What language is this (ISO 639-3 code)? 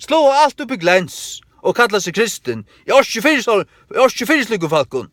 fao